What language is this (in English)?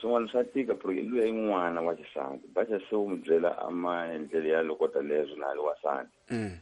Tsonga